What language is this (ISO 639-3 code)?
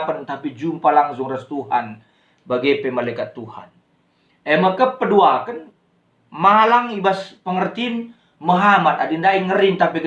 btx